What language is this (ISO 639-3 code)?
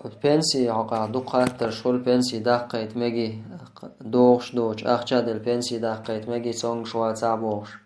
che